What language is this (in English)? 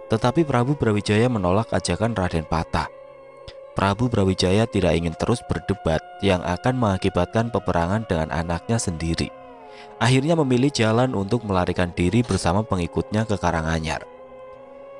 Indonesian